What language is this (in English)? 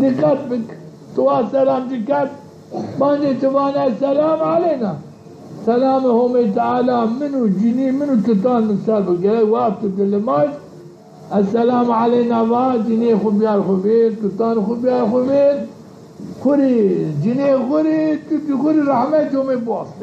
Zaza